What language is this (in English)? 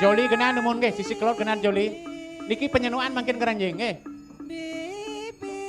Balinese